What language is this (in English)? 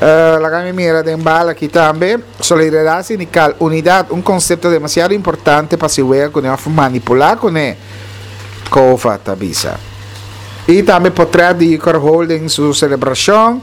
Papiamento